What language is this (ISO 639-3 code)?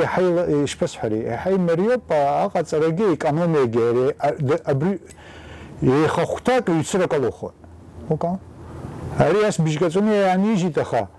abk